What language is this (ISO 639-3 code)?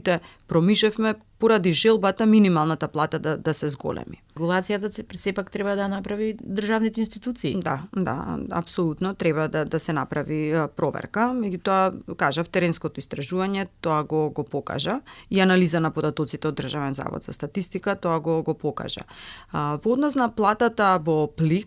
mkd